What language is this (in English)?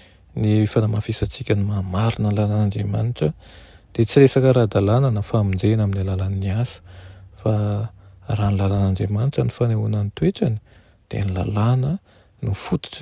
Malagasy